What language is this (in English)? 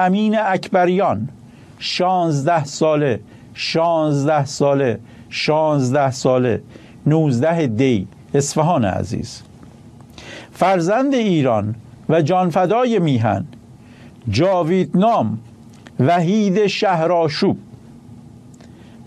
Persian